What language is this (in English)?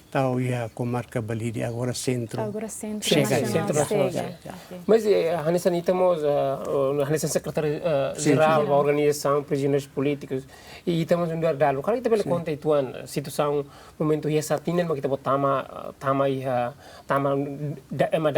Tetum